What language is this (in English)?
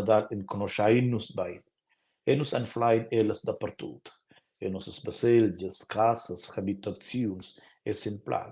Romansh